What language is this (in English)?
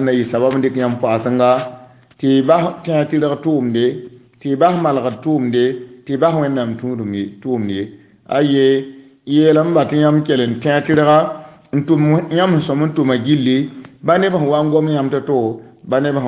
Mossi